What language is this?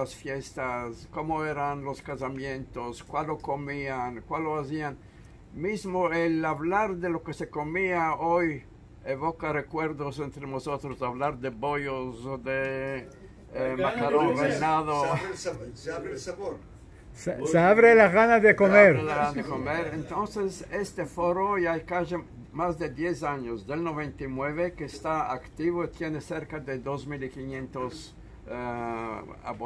Ladino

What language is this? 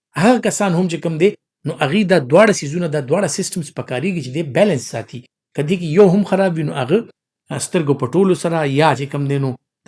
Pashto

